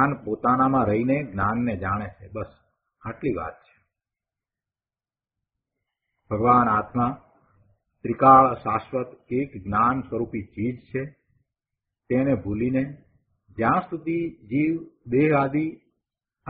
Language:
Gujarati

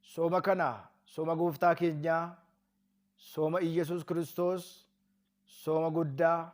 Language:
Oromo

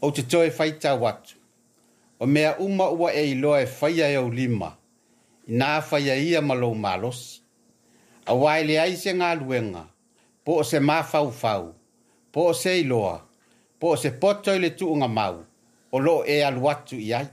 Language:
Samoan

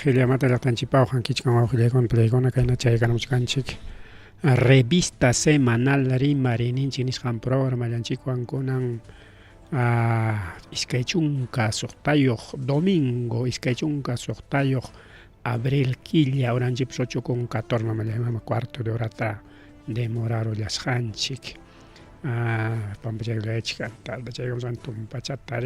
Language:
Ayacucho Quechua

